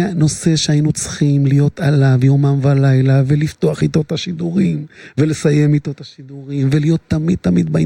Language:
Hebrew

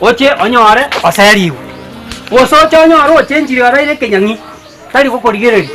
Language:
Gusii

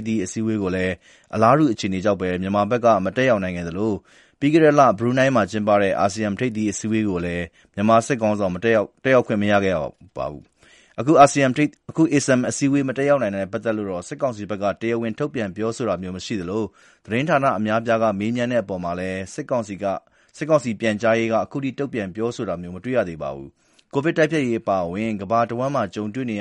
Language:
Burmese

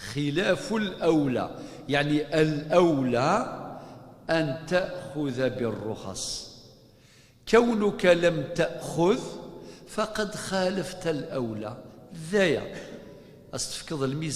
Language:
Kabyle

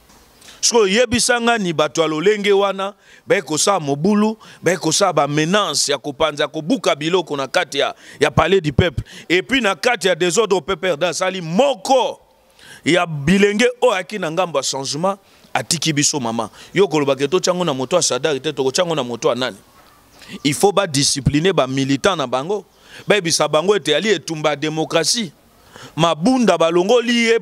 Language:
Lingala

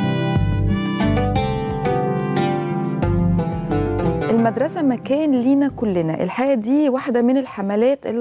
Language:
Egyptian Arabic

